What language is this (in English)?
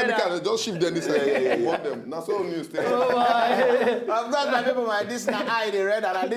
Nigerian Pidgin